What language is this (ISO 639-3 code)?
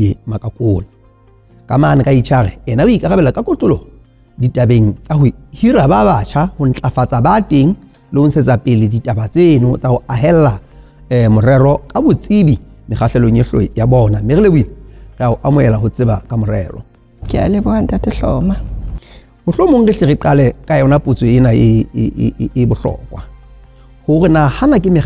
sot